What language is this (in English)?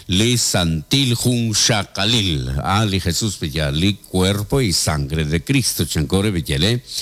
Kekchí